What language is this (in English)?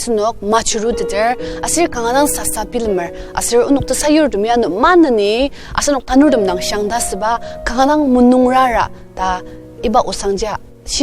Ao Naga